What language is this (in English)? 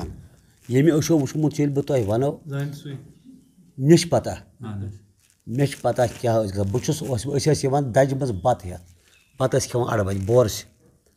Kashmiri